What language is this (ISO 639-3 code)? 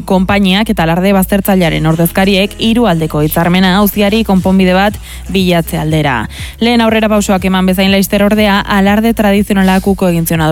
eus